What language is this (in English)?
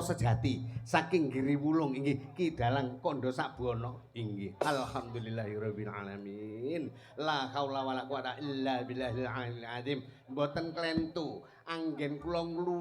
Javanese